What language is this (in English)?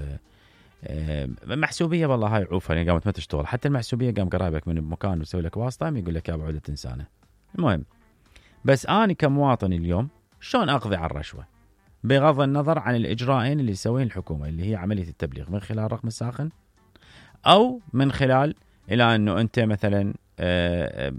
Mesopotamian Arabic